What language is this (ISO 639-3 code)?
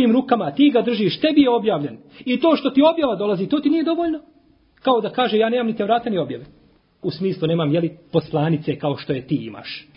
bos